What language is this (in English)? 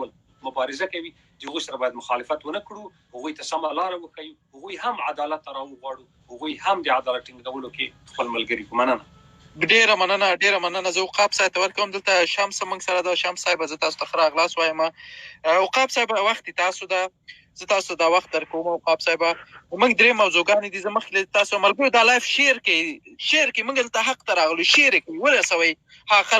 Pashto